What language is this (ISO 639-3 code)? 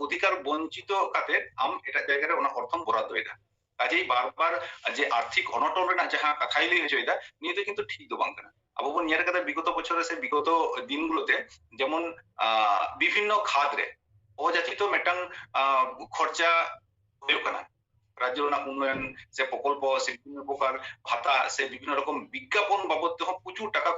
sat